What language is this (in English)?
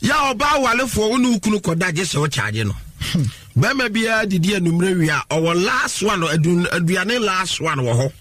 Akan